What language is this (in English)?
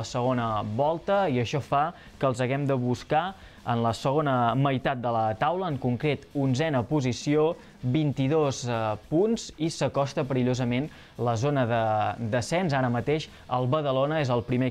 Catalan